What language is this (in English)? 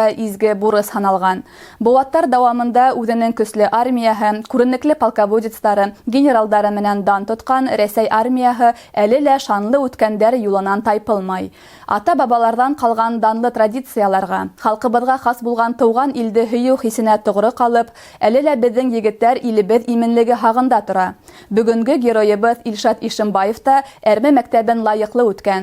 Bashkir